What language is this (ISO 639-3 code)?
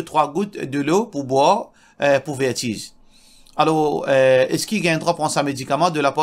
mfe